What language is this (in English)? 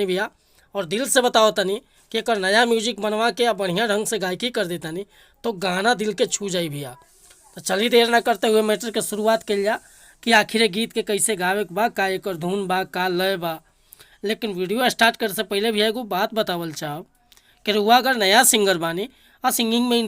Bhojpuri